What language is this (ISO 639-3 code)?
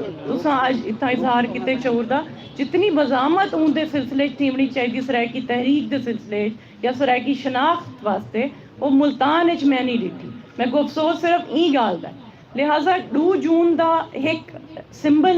skr